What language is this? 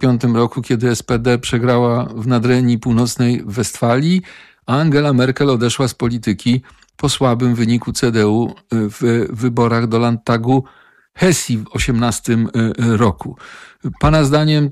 Polish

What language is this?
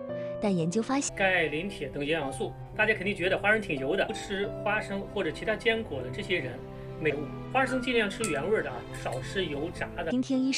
Chinese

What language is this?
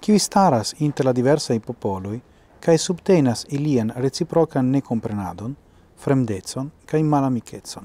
Esperanto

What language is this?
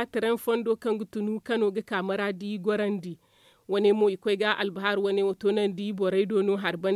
Zarma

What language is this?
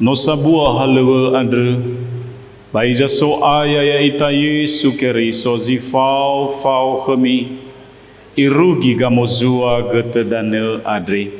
Nias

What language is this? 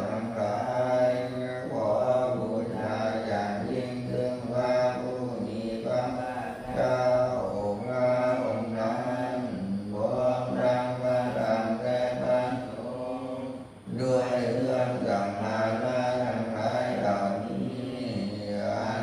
Pali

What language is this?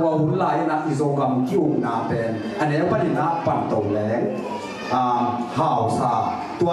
Tedim Chin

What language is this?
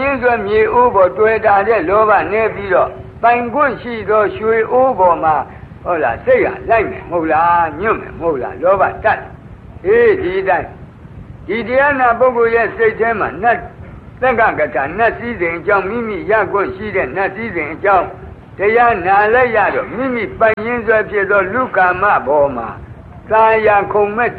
Burmese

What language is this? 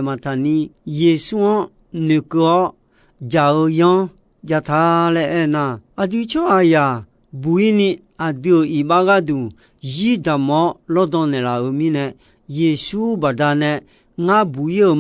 Akha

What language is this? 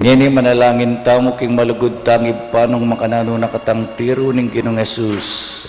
Pampanga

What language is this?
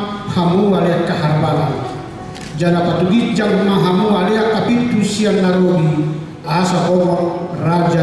Batak Toba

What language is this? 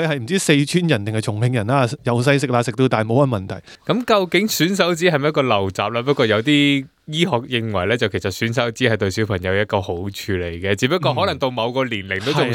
Cantonese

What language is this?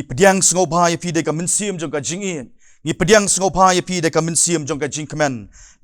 Khasi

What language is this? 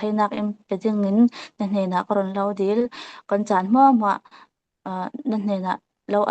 Falam Chin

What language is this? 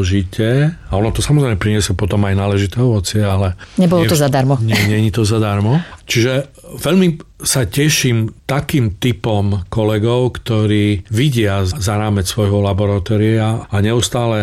Slovak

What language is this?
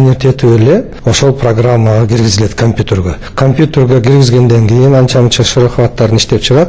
Kyrgyz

